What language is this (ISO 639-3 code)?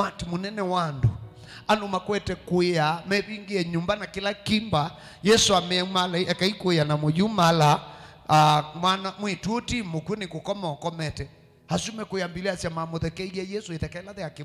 kam